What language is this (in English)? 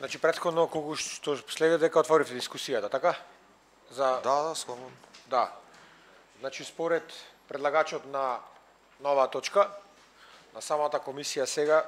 Macedonian